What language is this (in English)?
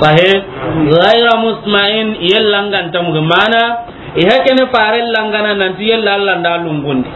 Soninke